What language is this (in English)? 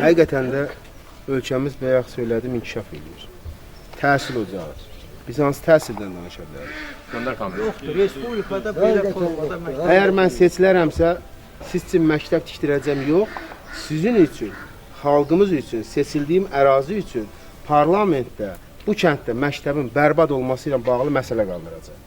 Azerbaijani